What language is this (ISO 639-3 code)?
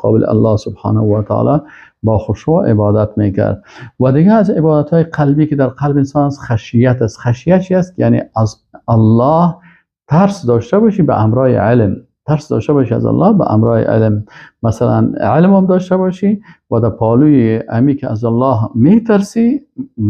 fas